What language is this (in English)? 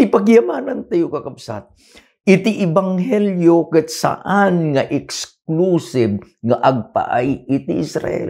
Iloko